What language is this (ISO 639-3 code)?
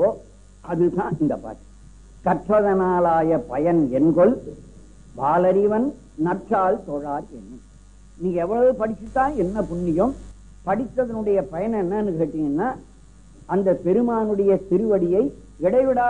tam